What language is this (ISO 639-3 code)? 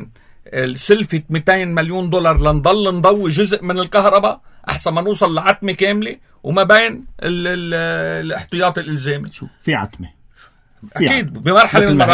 apc